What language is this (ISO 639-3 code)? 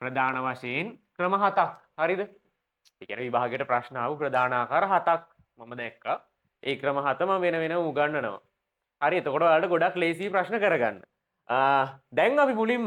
sin